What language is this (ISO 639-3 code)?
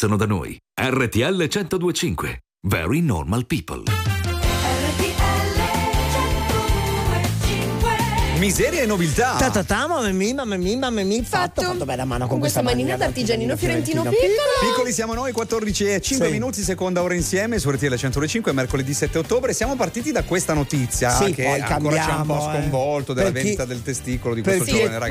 ita